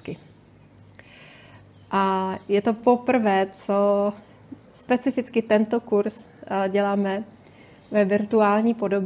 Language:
Czech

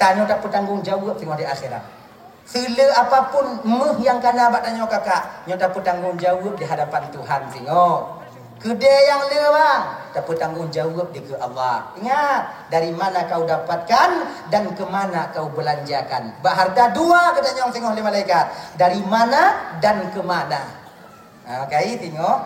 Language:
Achinese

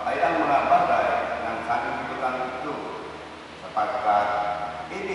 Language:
Filipino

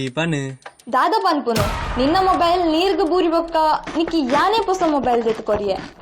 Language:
Tulu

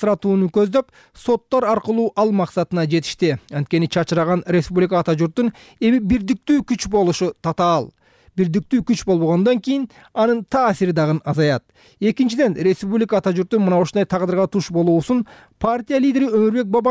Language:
Kyrgyz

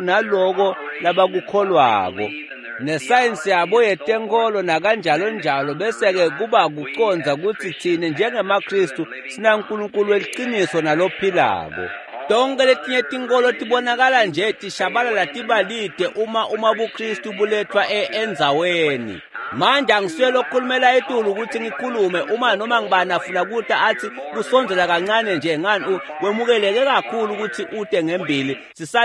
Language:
Swati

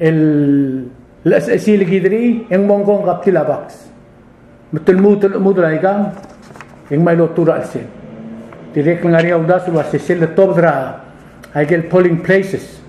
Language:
Palauan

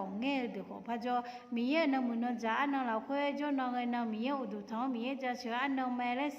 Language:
Akha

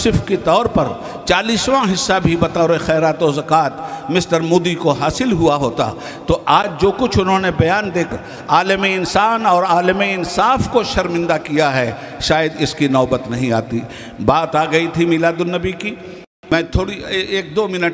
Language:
Urdu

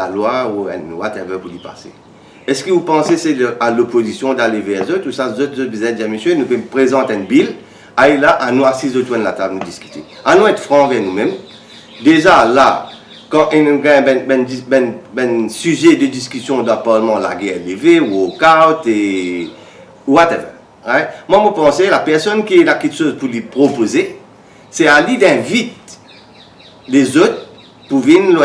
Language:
Morisyen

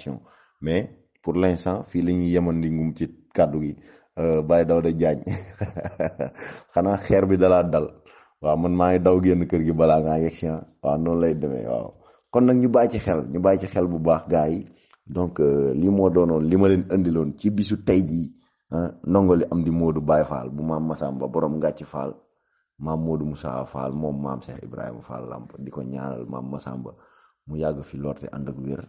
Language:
Wolof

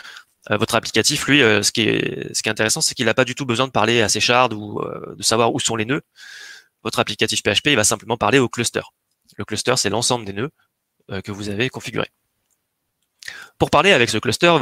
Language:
French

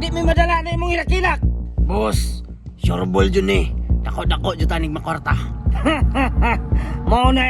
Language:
Cebuano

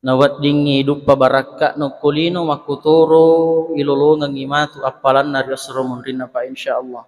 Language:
Buginese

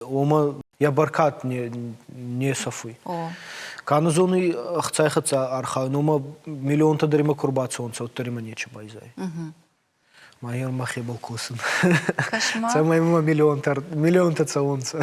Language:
Ossetic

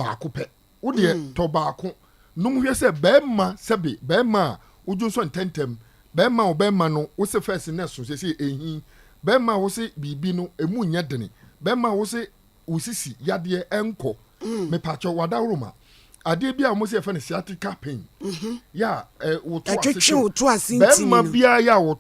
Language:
Akan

